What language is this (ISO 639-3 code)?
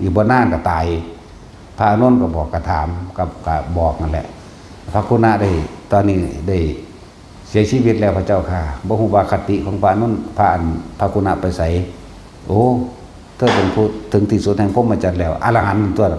tts